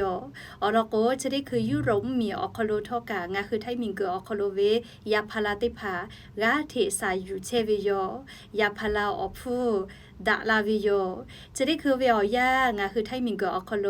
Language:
Lahu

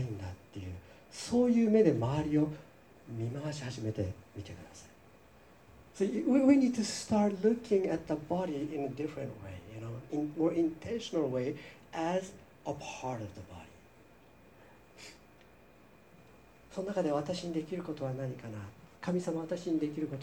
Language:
Japanese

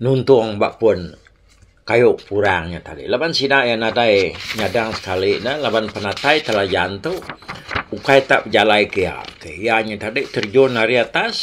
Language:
Iban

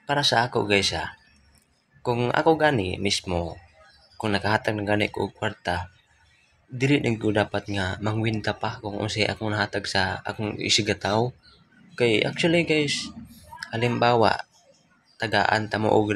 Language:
Cebuano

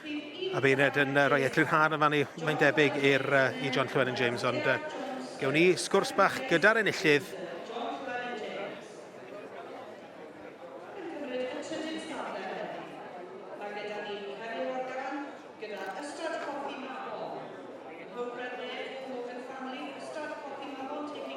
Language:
Welsh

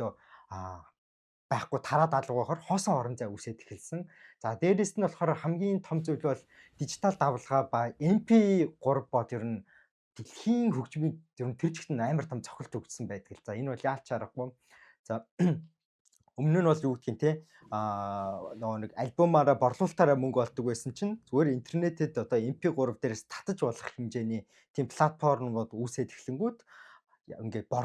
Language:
Mongolian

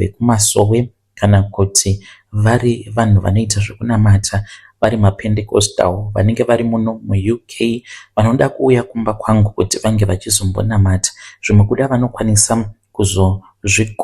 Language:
Shona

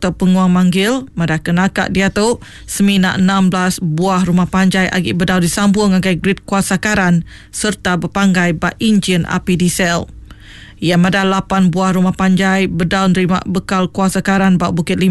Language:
Iban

